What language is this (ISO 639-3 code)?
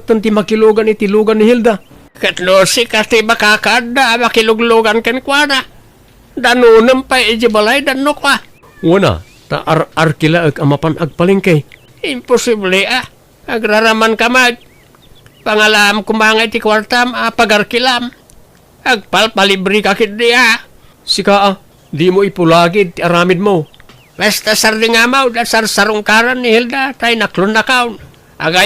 ilo